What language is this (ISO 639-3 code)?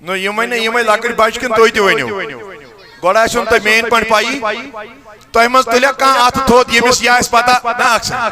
kas